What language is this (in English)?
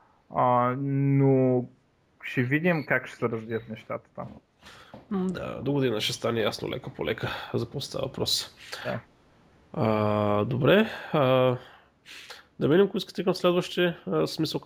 Bulgarian